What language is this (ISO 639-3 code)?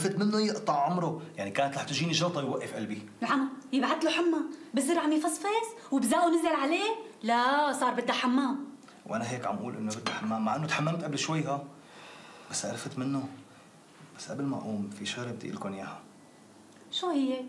apc